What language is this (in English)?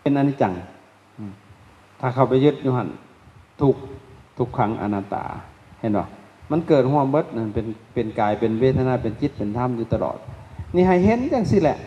Lao